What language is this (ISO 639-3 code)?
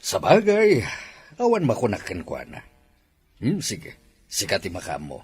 ilo